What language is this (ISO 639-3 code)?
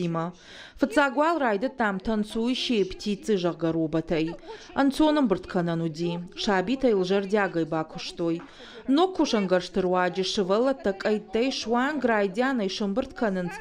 oss